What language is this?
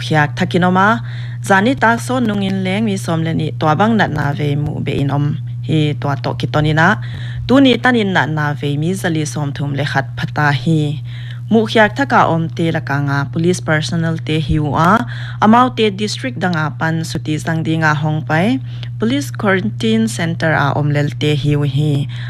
Paite Chin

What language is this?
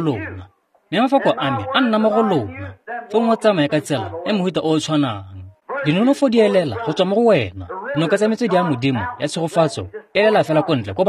Tswana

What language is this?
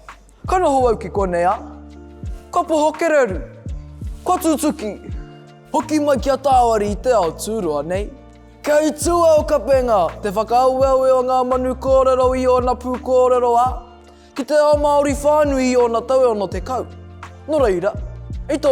Māori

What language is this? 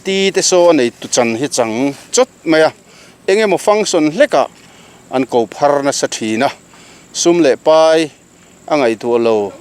Mizo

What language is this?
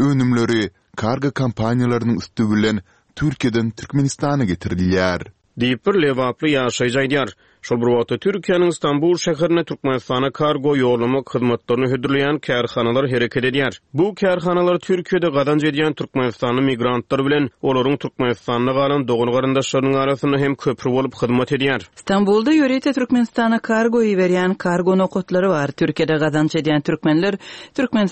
Turkmen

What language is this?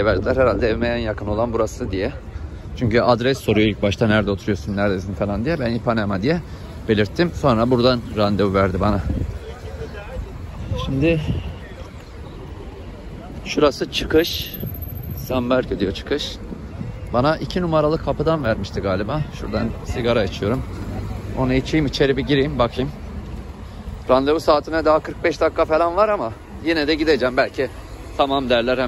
Turkish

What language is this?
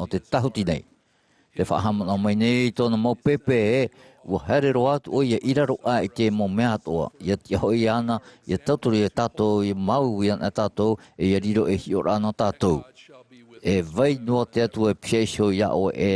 Tahitian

